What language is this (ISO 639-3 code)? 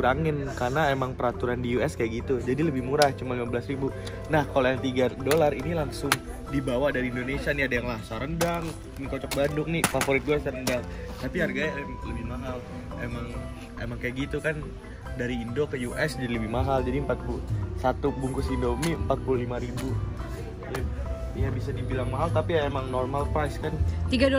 ind